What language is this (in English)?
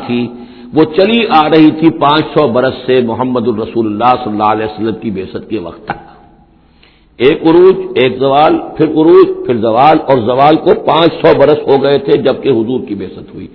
Urdu